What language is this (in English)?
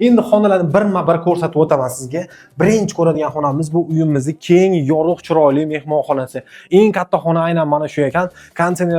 Uzbek